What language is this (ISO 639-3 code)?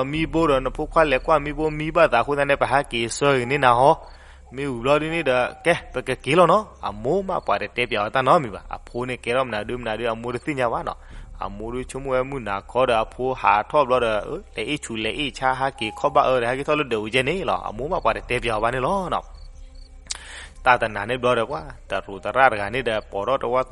ksw